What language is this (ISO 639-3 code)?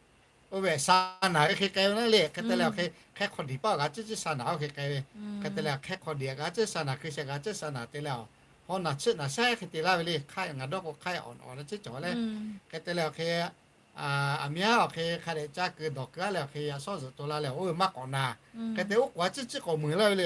lhu